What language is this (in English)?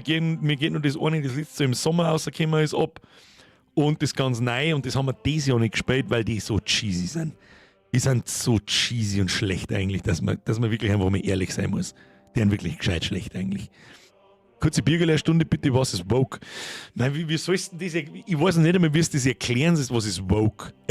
Bavarian